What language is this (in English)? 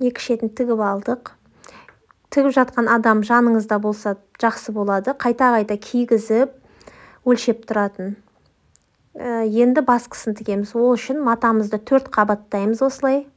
Kazakh